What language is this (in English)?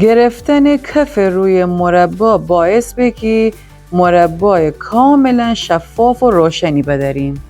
Gilaki